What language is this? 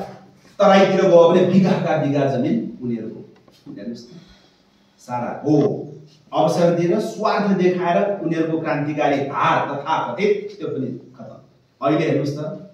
Nepali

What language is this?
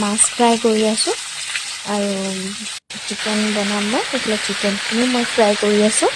Assamese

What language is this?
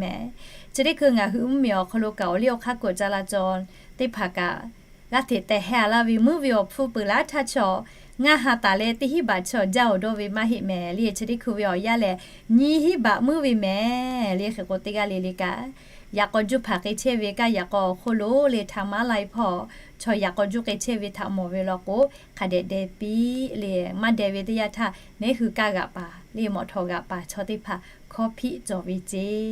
Lahu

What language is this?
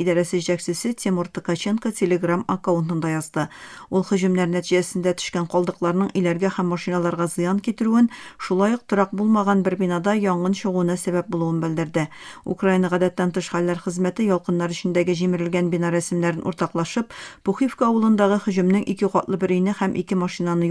Tatar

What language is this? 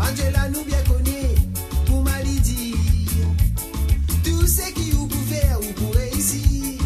Morisyen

